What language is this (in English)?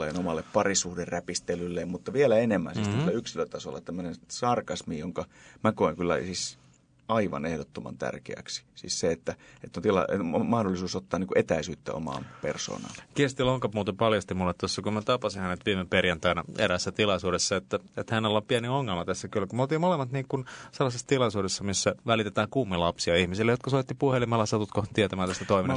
Finnish